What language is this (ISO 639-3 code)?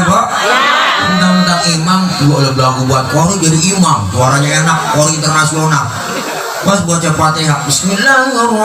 bew